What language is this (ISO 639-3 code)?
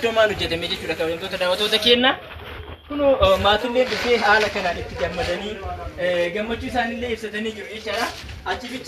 orm